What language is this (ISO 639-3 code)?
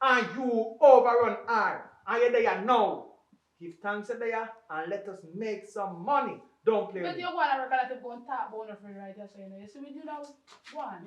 jam